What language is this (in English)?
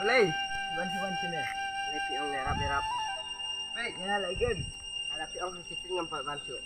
Khasi